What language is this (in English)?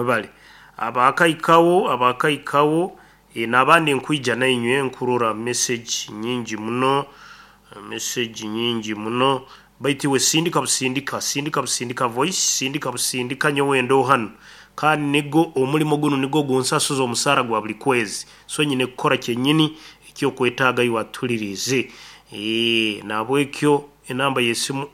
Nyoro